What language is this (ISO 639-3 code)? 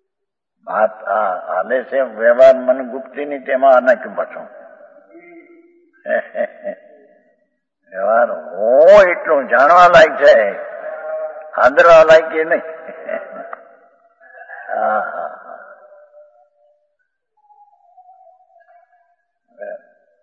guj